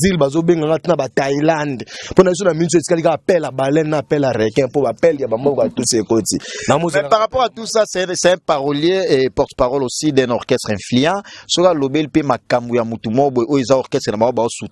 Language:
Lingala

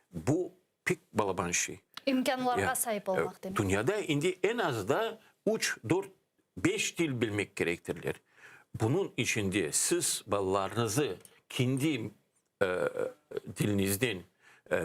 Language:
Crimean Tatar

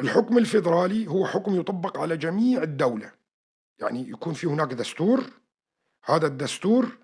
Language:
North Levantine Arabic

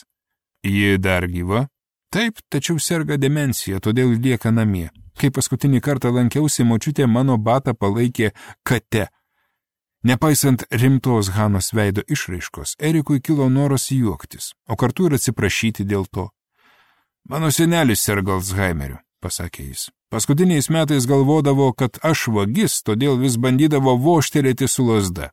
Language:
Lithuanian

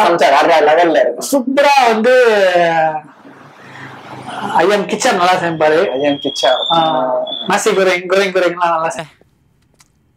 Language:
Tamil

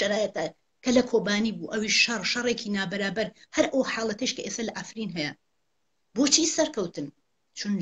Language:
Central Kurdish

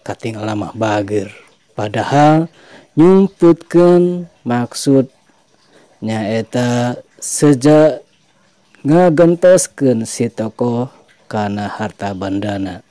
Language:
Sundanese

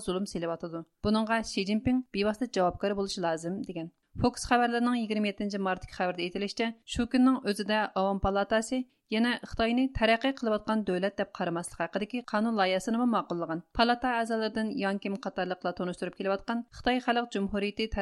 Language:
Uyghur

